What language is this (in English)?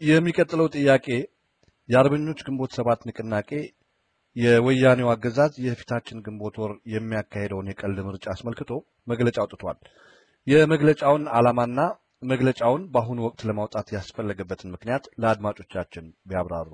Amharic